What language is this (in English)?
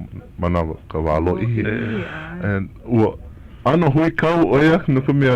Hawaiian